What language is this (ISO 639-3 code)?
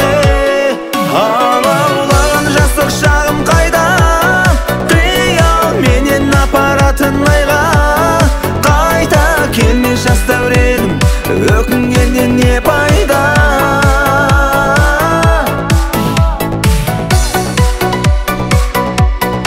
kaz